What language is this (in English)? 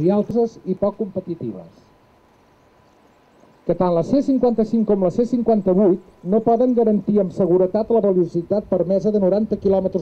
Catalan